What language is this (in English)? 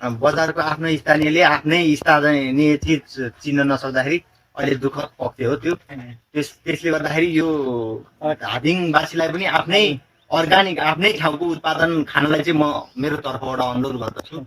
Nepali